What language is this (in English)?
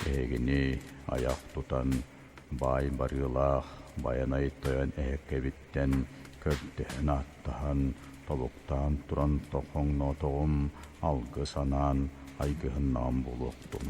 Yakut